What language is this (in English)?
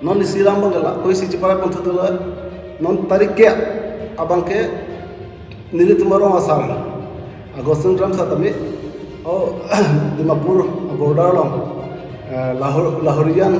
Karbi